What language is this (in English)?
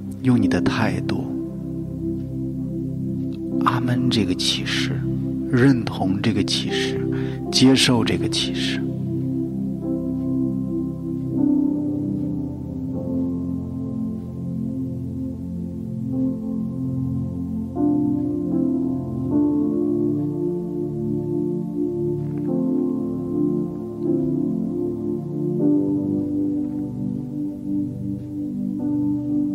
Chinese